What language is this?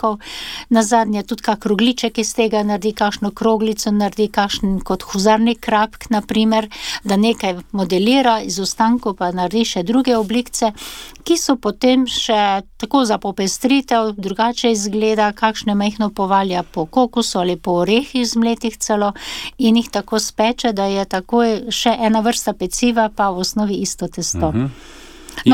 Slovenian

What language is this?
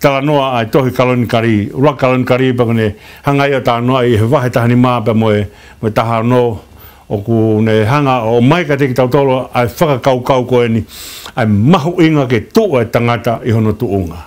Tongan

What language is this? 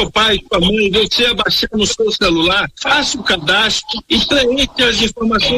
Portuguese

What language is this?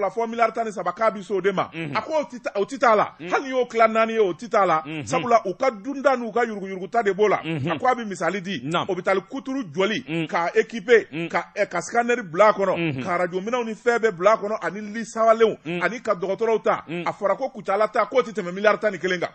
Bambara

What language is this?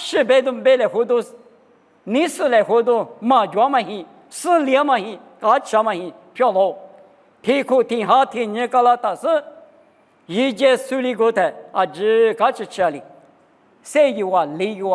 Lisu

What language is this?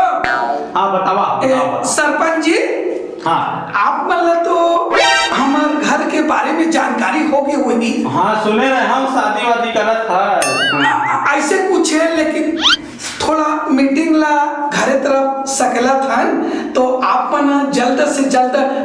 Chhattisgarhi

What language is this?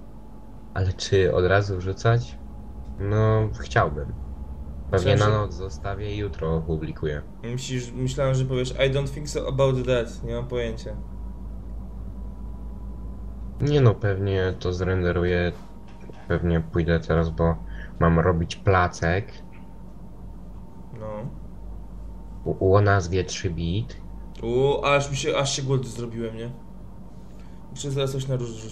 Polish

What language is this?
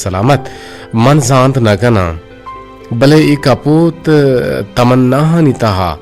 Eastern Balochi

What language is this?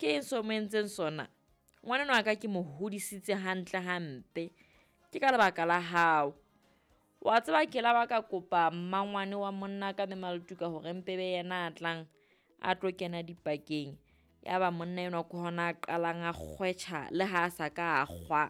Southern Sotho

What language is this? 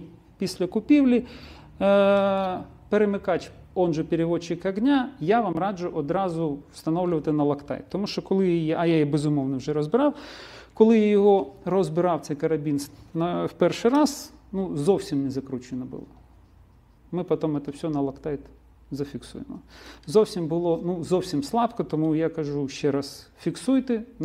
Ukrainian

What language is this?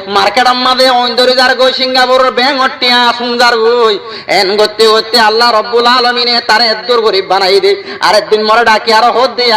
Rohingya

